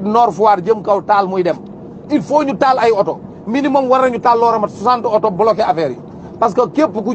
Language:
Wolof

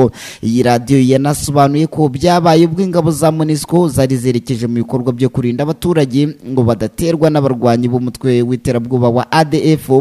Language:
Kinyarwanda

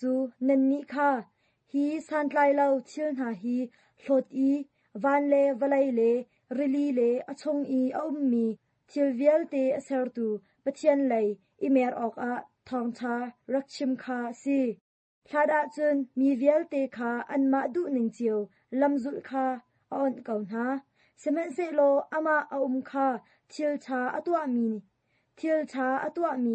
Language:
Hakha Chin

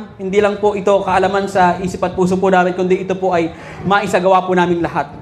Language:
Filipino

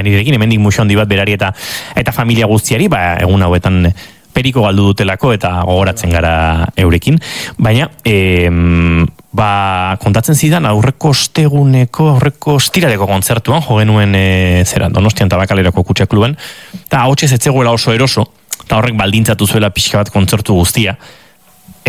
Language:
Basque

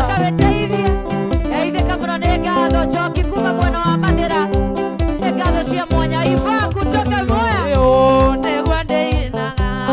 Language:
Kikuyu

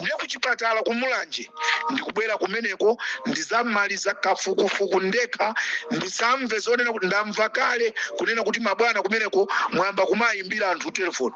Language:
Nyanja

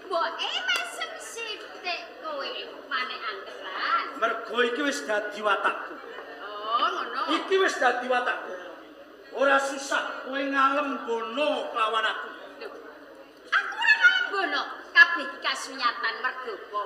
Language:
Javanese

